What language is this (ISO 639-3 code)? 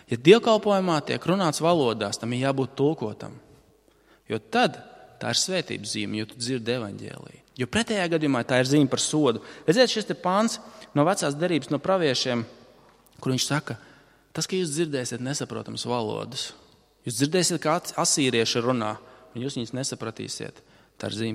lav